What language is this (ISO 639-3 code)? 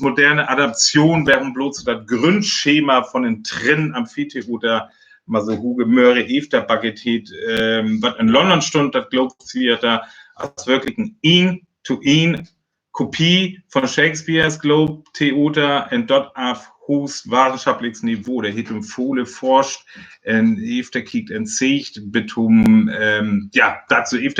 frr